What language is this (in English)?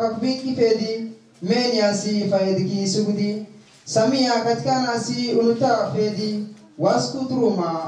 Swahili